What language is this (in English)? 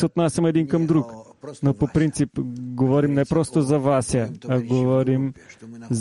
Bulgarian